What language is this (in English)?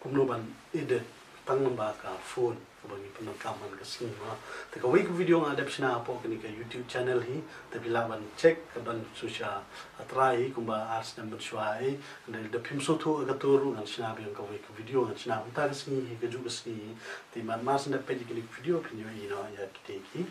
Khasi